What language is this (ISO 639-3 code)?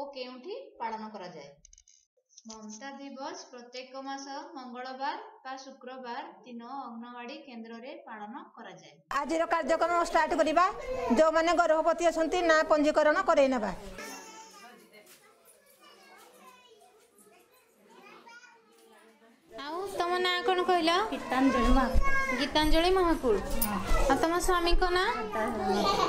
ori